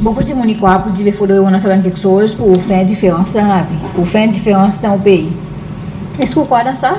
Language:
Seselwa Creole French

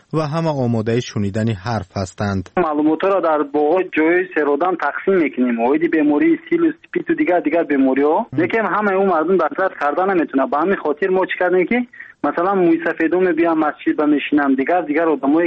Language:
Persian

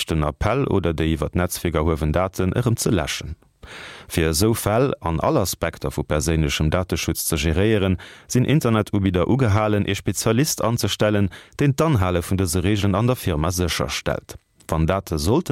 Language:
Luxembourgish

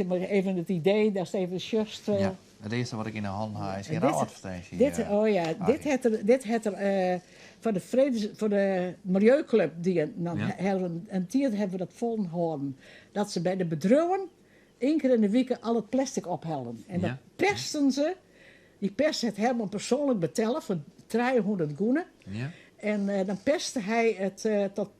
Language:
Western Frisian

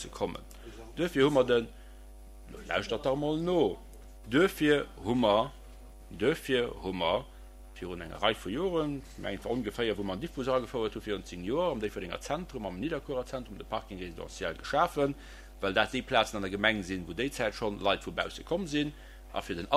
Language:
Luxembourgish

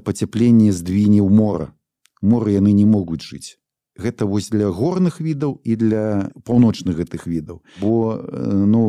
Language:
Belarusian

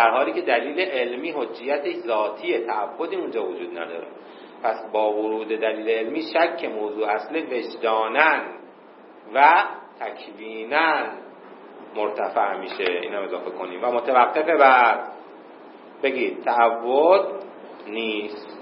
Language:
Persian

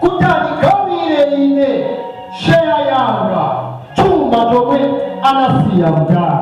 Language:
Nyanja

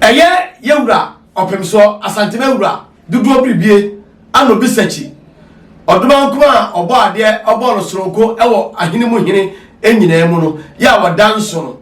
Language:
Akan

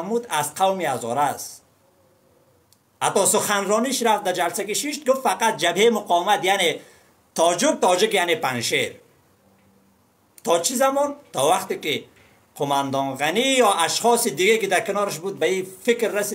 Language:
Persian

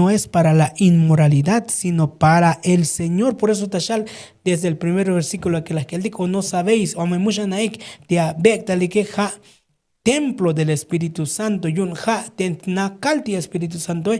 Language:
Tzotzil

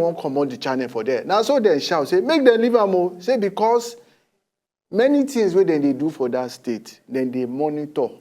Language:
Nigerian Pidgin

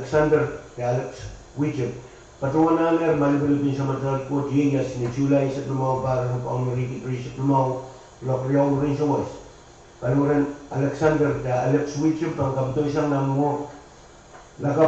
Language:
Pohnpeian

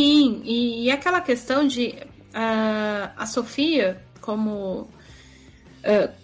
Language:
Portuguese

